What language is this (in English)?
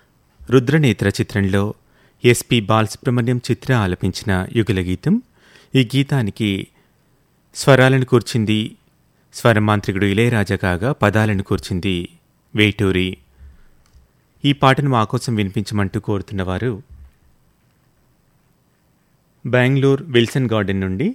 Telugu